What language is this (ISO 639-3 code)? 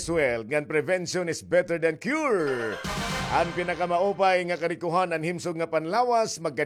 war